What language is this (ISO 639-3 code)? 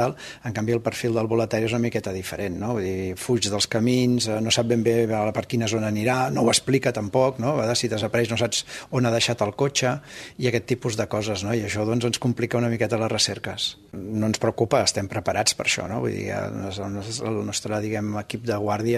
cat